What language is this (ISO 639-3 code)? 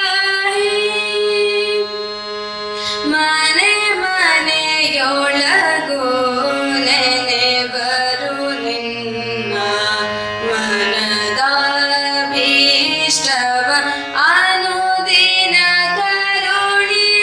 kan